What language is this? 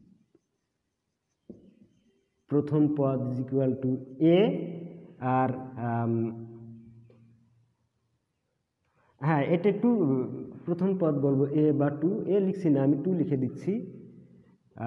Bangla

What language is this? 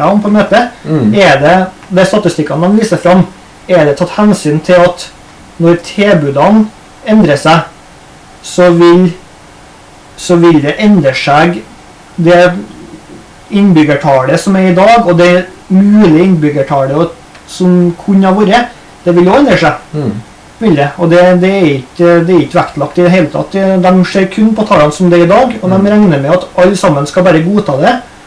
Norwegian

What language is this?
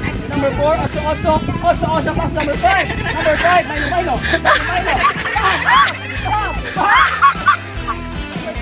Cebuano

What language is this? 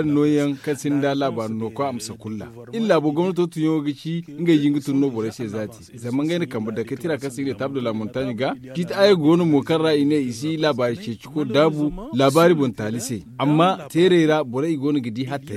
Zarma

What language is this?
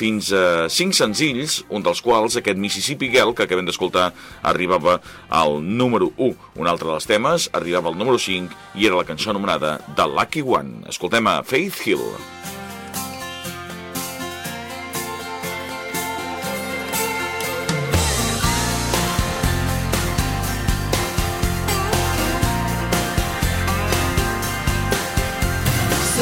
Catalan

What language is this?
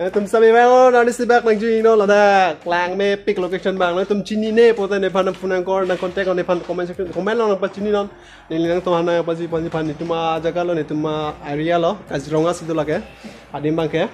Karbi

